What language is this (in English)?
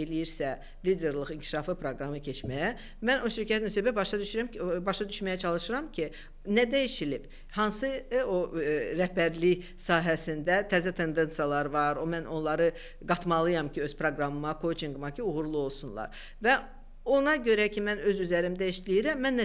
Azerbaijani